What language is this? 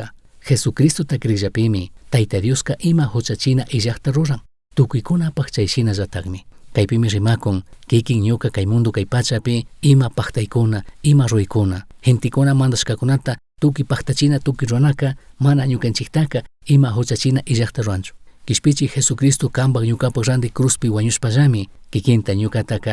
Chimborazo Highland Quichua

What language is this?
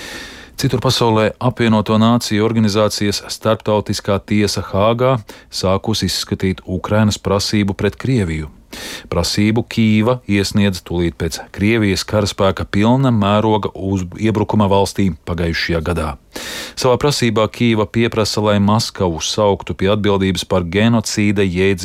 Latvian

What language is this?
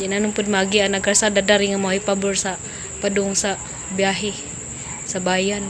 Cebuano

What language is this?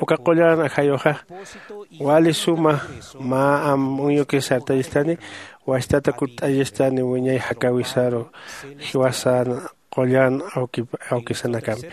Aymara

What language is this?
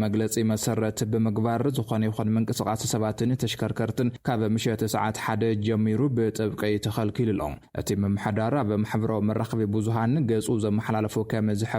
Tigrinya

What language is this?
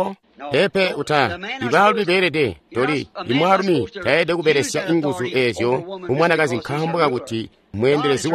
Tonga (Zambia)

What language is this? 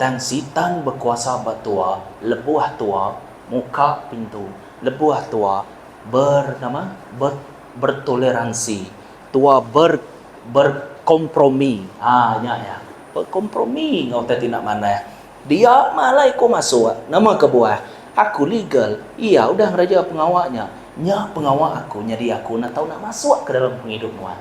Iban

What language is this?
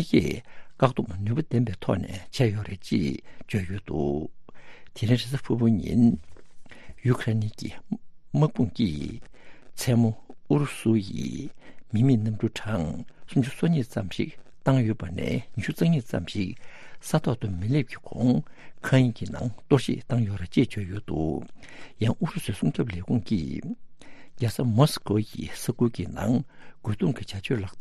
Tibetan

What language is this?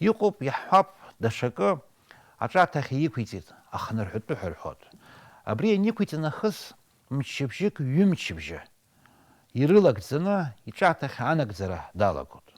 Abkhazian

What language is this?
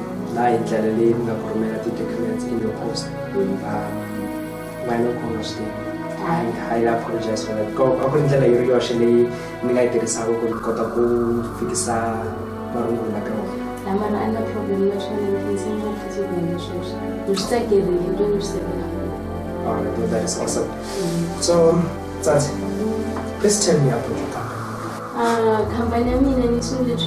Tsonga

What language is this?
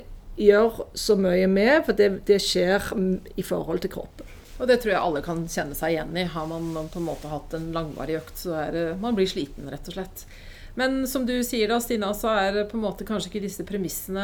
Norwegian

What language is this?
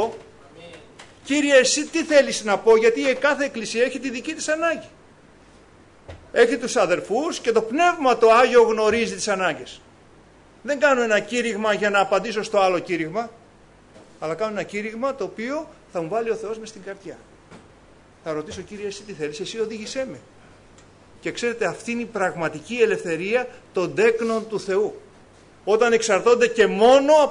Greek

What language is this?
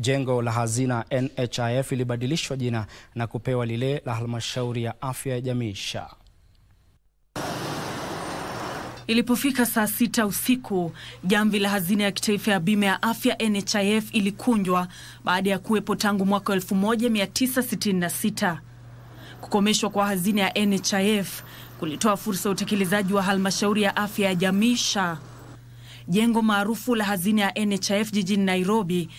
Swahili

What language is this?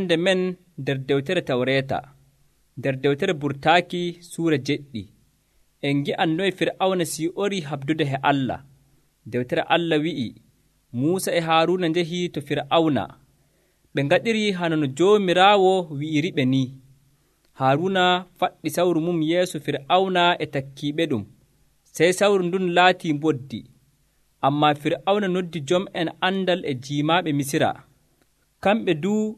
Nigerian Fulfulde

